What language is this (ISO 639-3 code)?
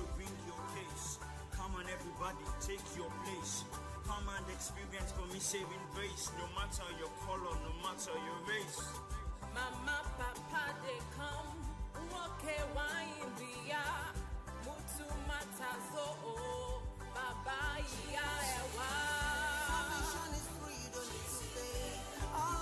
ewe